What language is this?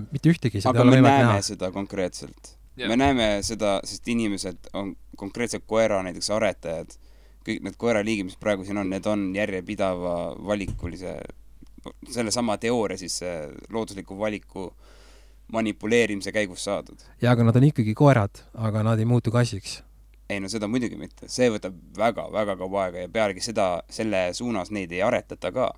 Estonian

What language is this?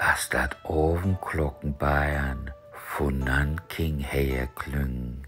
Low German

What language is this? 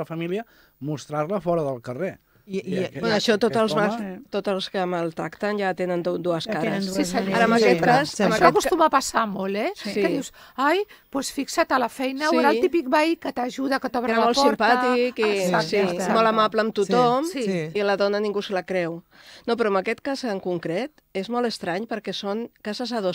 Catalan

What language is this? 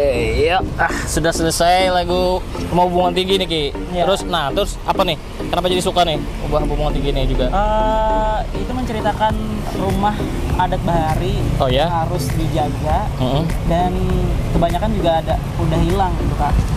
Banjar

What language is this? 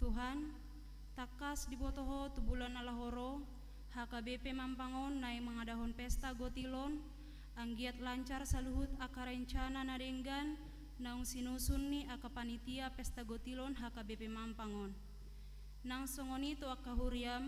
Batak Toba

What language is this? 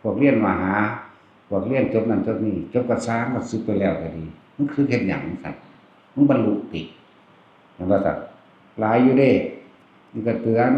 Northeastern Thai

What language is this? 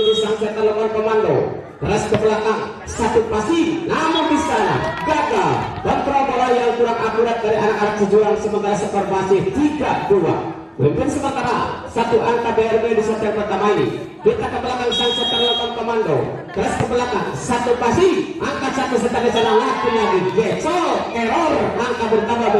Indonesian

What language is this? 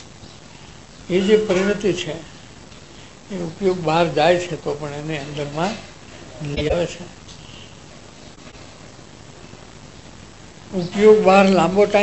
Gujarati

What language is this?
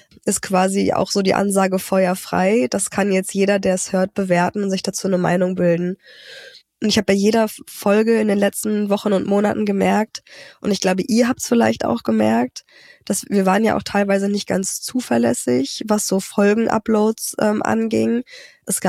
German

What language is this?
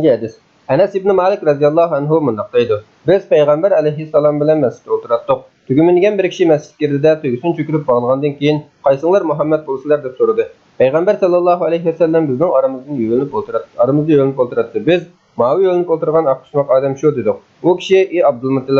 Uyghur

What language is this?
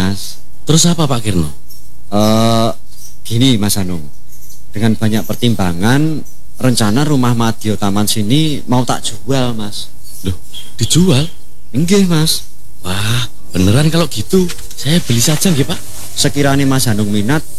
Indonesian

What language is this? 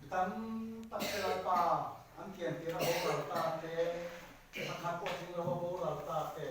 Mizo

